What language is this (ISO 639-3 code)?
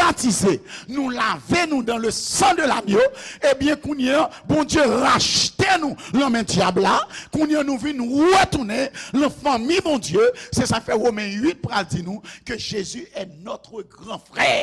hat